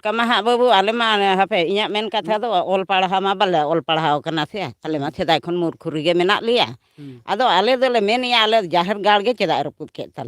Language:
Santali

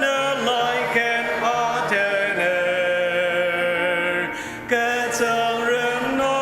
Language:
Ao Naga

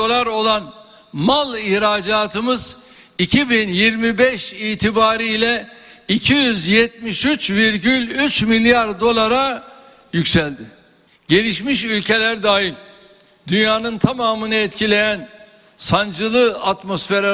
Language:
Turkish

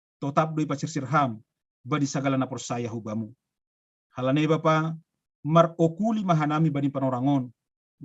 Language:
Batak Simalungun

